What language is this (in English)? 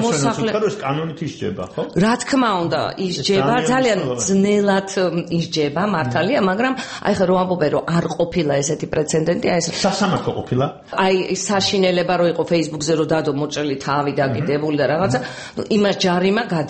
Georgian